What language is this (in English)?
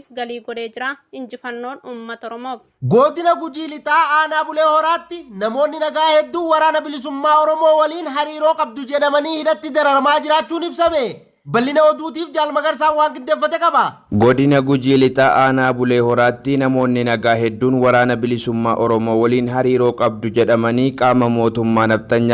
Oromo